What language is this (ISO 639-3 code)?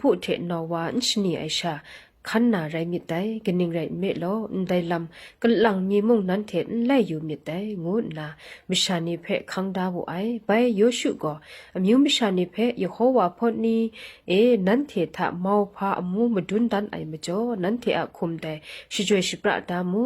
kac